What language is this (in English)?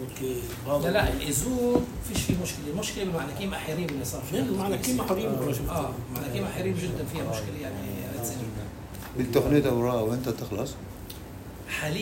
North Levantine Arabic